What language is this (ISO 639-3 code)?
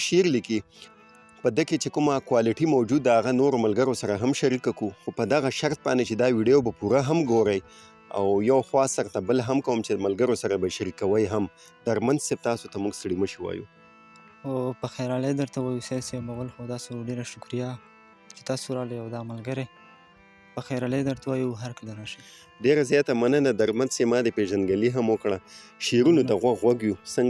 pus